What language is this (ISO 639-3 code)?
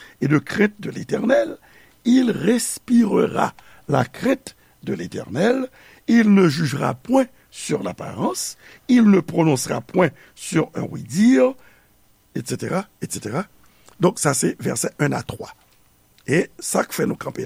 hat